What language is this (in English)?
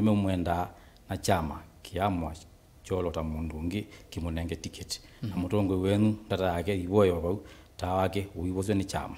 Kamba